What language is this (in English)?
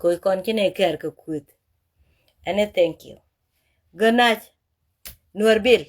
Nuer